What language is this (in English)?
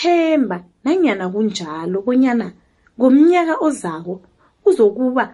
South Ndebele